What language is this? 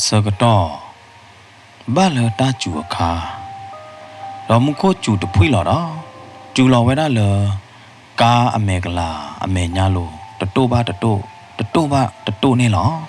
S'gaw Karen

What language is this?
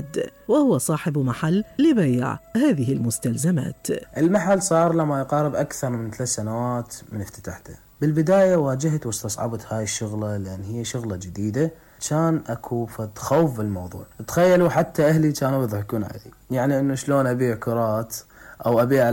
Mesopotamian Arabic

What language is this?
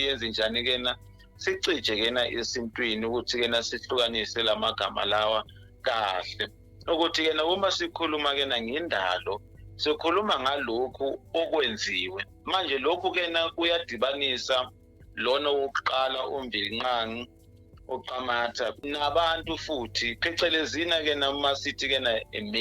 Zulu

